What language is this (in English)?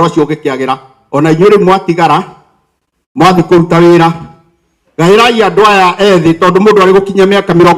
Kikuyu